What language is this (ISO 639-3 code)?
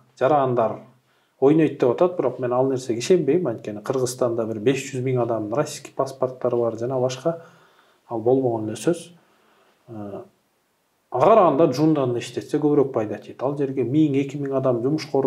kir